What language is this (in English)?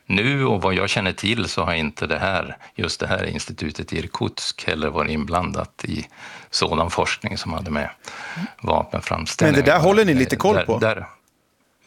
Swedish